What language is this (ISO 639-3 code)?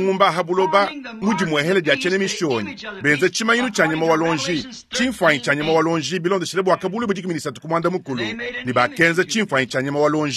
lua